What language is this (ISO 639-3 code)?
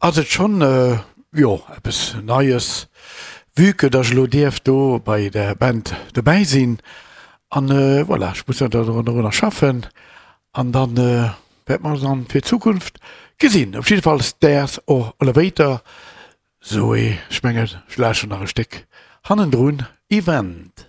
ltz